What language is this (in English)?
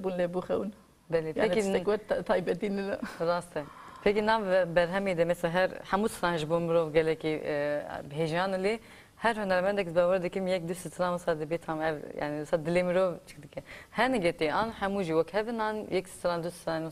Kurdish